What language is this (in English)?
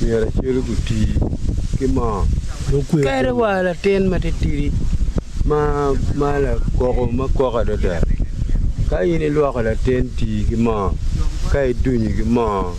Acoli